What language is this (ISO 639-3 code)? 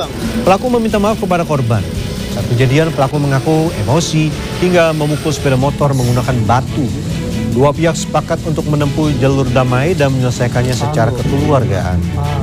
ind